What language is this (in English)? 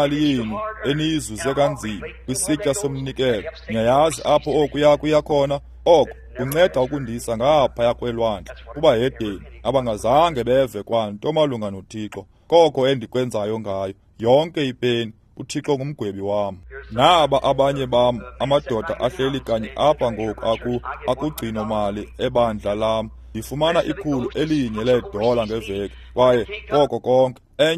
Xhosa